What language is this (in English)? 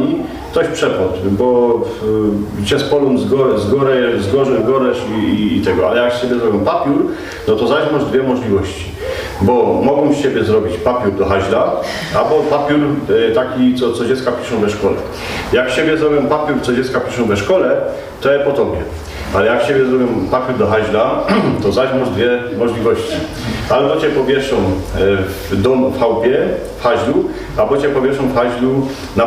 Silesian